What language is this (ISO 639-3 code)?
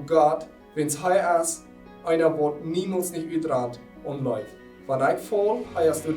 pdt